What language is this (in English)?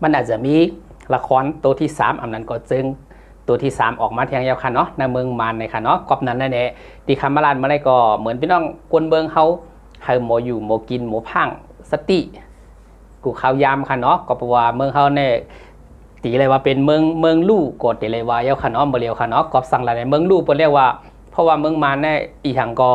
Shan